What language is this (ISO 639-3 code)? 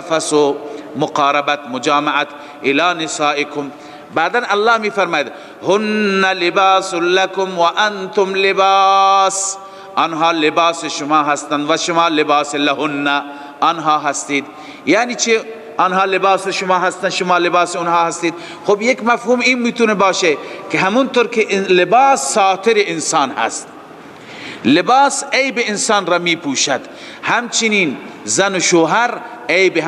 fas